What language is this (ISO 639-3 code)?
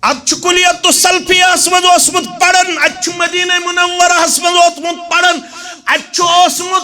kas